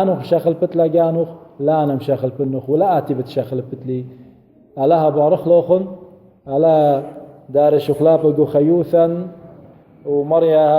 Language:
Assyrian Neo-Aramaic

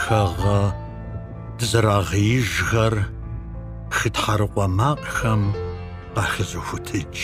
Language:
Kabardian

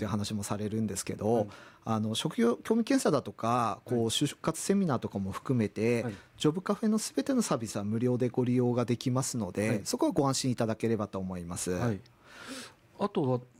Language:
Japanese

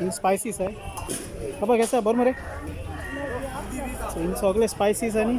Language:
Konkani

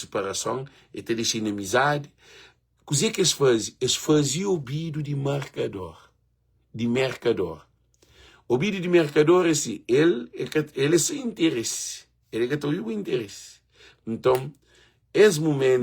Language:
Kabuverdianu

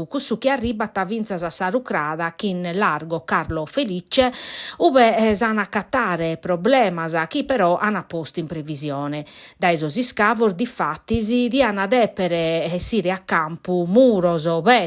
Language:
Sardinian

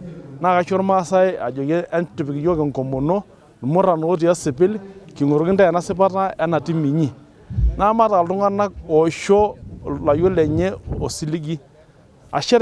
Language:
Masai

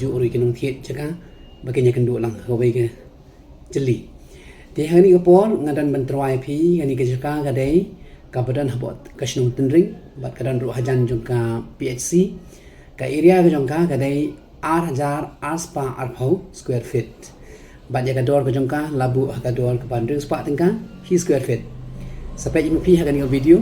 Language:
Khasi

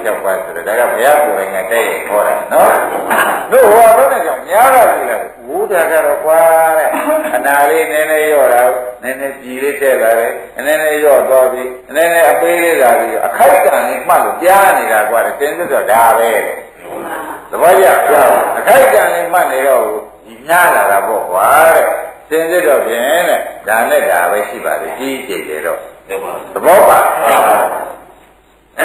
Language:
Burmese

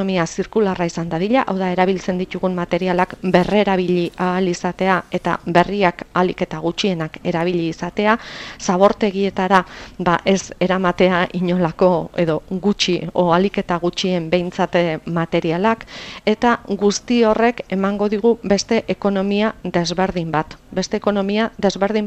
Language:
Basque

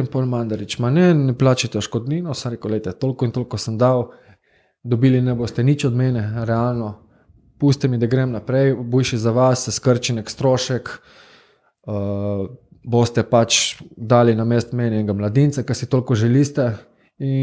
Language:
Slovenian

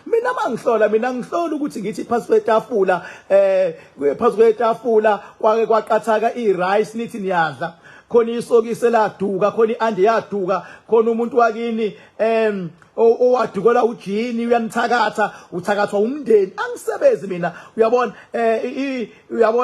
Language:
Zulu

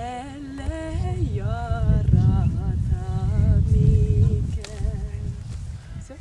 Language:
Bashkir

